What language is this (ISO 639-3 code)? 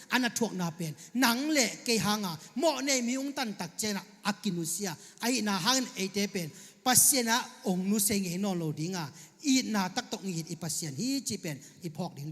ctd